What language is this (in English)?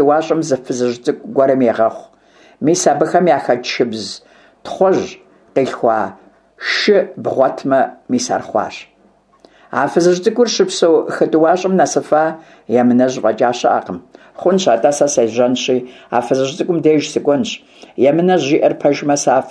Kabardian